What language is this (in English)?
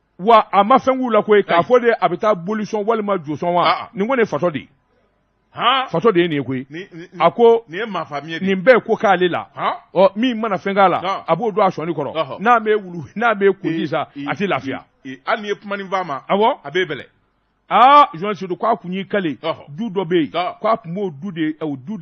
Bambara